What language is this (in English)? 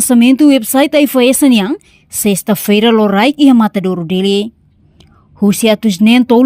Tetum